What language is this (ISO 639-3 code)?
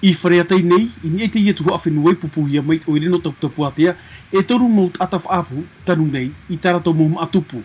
tah